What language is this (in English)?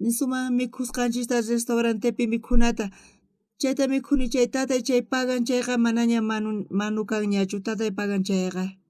South Bolivian Quechua